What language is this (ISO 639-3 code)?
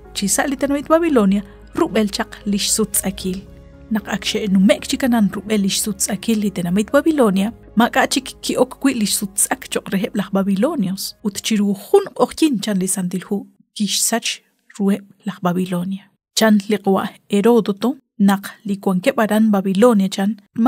kek